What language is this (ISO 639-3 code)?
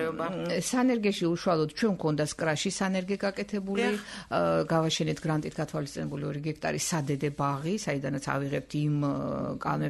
kat